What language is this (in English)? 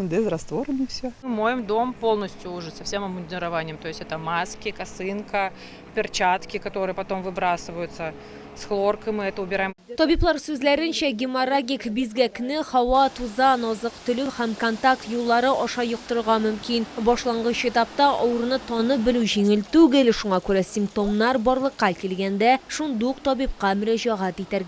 Tatar